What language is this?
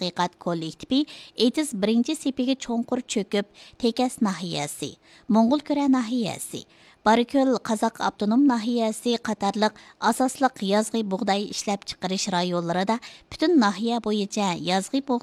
Uyghur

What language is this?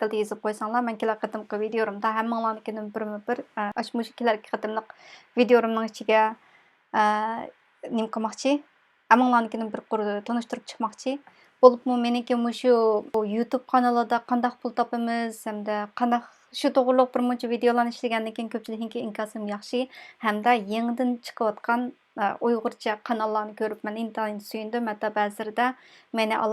Uyghur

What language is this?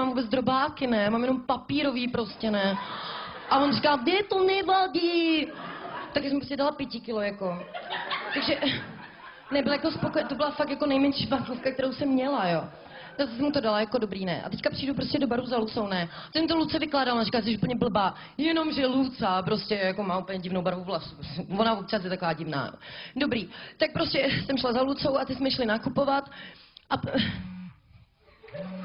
Czech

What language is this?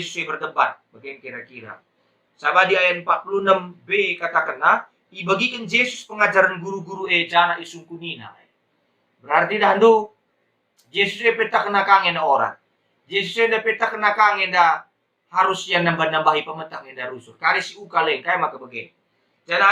Batak Karo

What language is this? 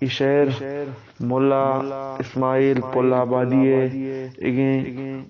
Eastern Balochi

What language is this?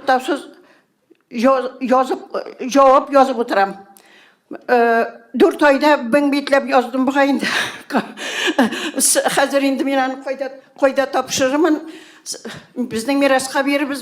Tatar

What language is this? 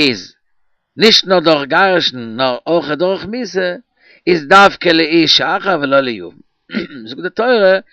Yiddish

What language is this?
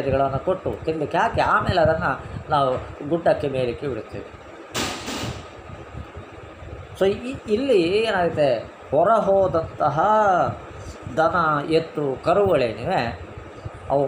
Kannada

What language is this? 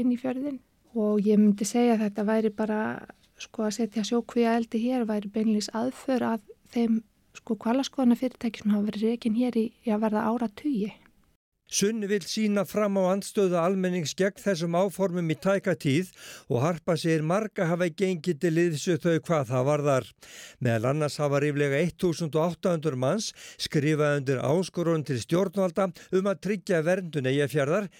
Icelandic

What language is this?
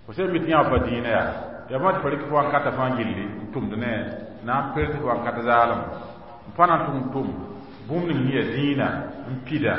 Mossi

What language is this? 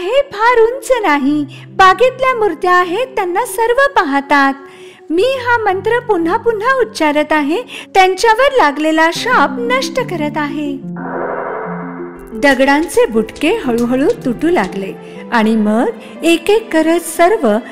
Marathi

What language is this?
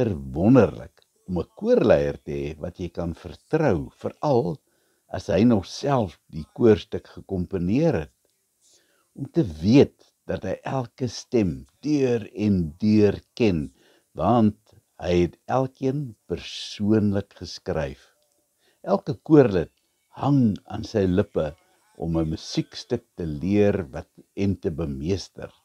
Afrikaans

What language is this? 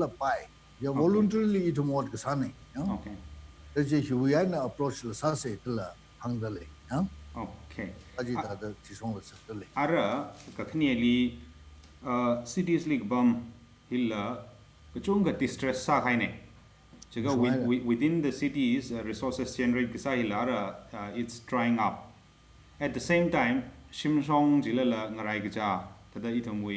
Tangkhul Naga (India)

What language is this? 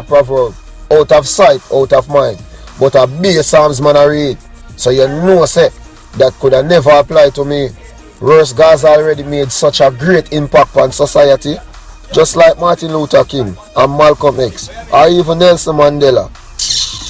Jamaican Creole English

